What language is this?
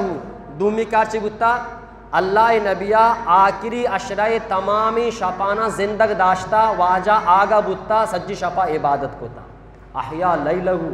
Eastern Balochi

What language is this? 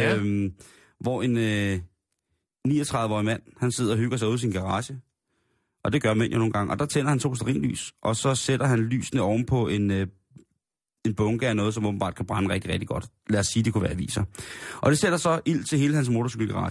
Danish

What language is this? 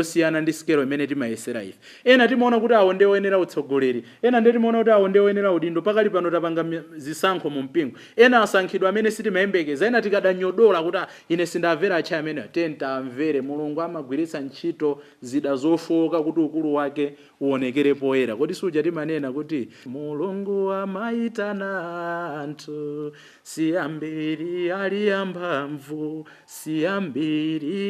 Nyanja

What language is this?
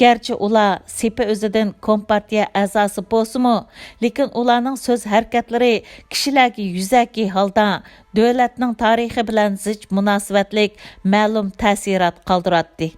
Uyghur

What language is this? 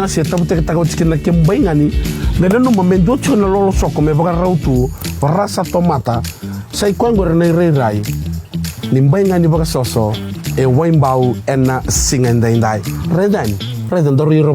Fijian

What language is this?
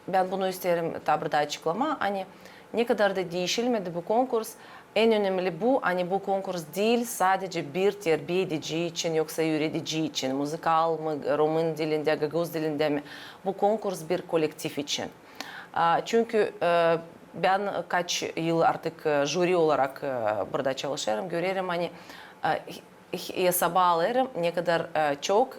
Gagauz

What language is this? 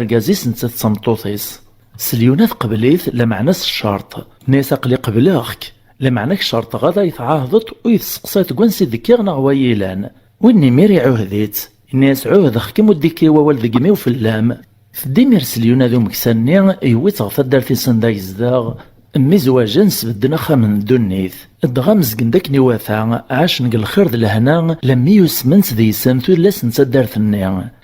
Kabyle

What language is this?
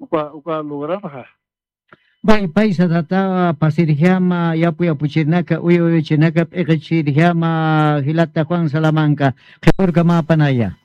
Aymara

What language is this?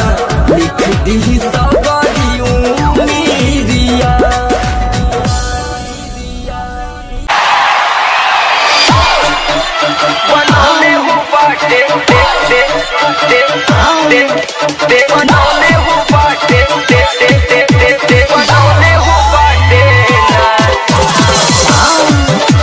Bhojpuri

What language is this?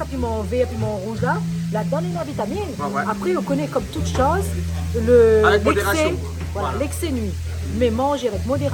Réunion Creole French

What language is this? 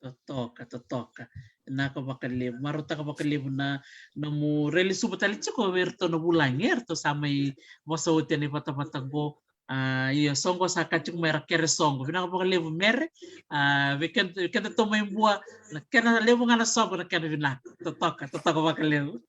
Fijian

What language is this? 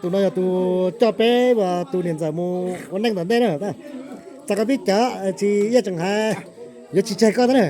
Hmong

